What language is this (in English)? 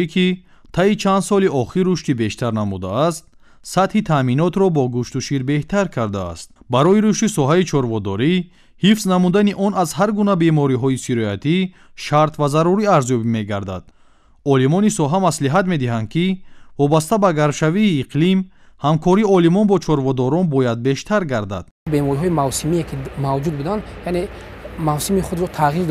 Tajik